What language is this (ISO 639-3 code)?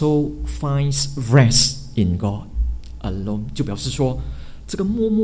zho